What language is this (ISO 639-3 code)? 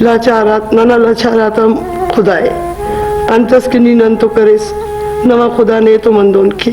brh